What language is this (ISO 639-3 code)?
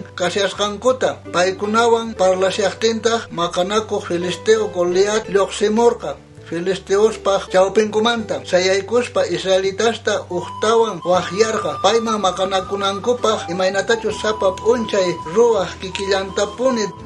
quh